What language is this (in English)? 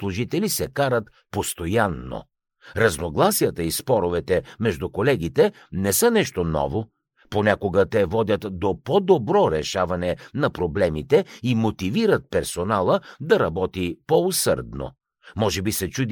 Bulgarian